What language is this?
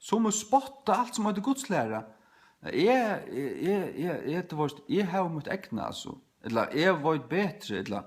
Faroese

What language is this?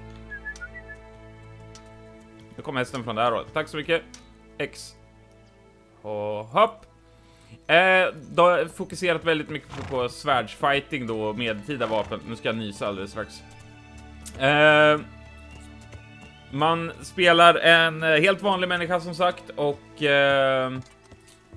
Swedish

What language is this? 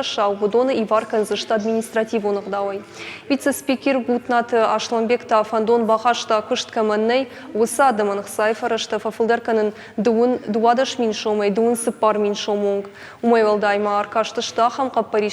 Ossetic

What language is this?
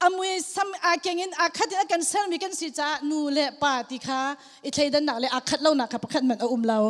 Hakha Chin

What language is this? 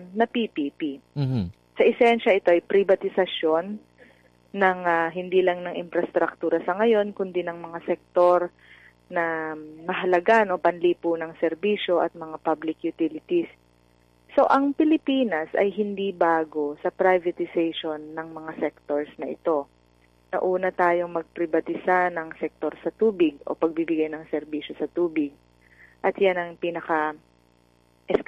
Filipino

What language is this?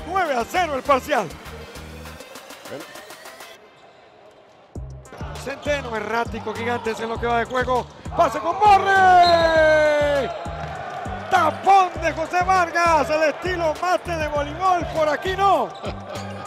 Spanish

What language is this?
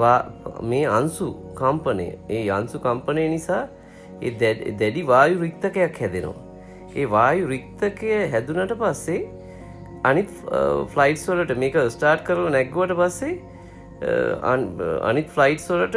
Sinhala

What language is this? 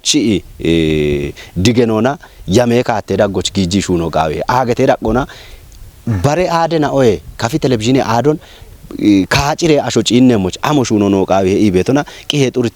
Kafa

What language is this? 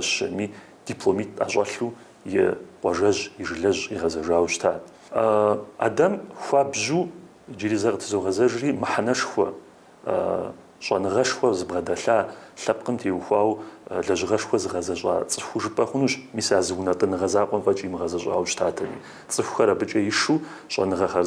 Kabardian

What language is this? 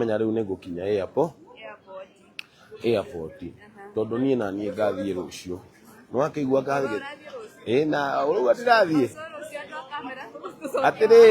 Kikuyu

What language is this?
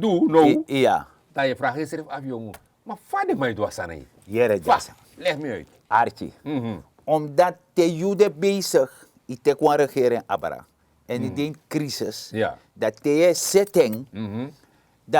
Sranan Tongo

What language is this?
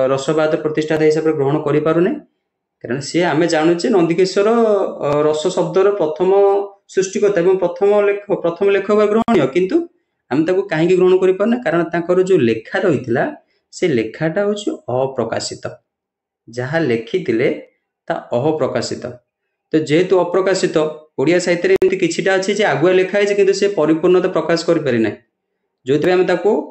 Odia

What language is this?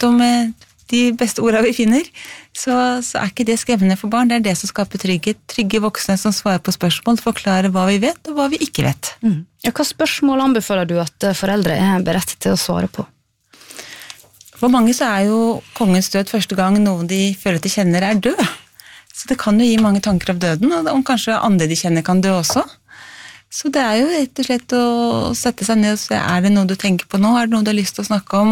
Norwegian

